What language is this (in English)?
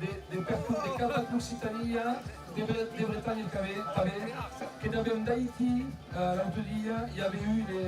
Occitan